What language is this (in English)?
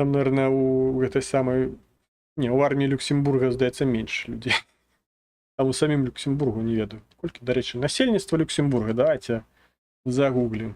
Belarusian